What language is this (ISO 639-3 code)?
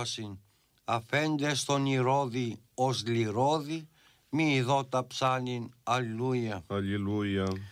ell